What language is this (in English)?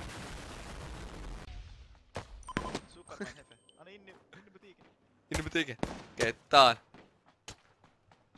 Swedish